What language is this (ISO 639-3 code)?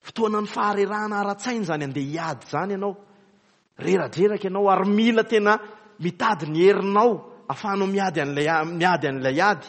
mlg